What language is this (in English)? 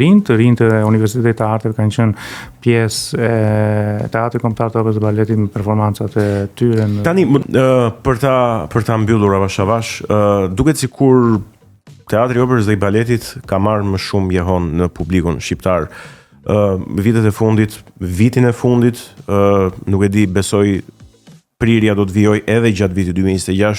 Albanian